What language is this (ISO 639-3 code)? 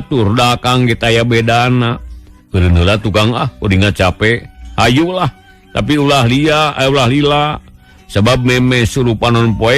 sun